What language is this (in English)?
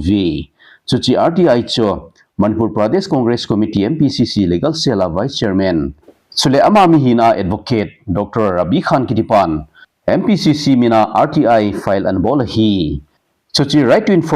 Thado Chin